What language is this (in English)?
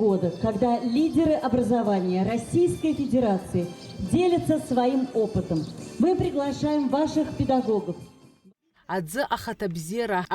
Abkhazian